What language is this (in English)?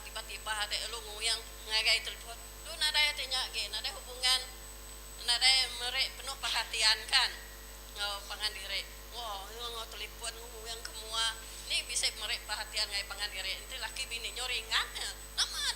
Iban